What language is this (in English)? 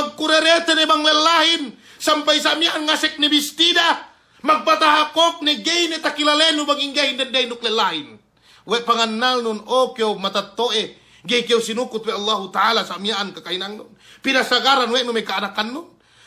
Yakan